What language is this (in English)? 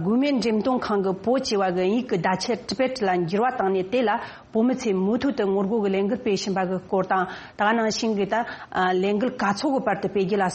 Tibetan